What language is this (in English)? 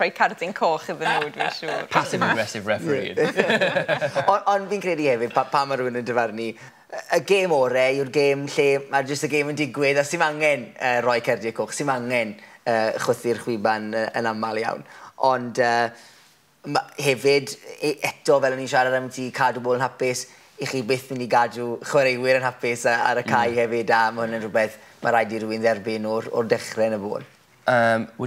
Welsh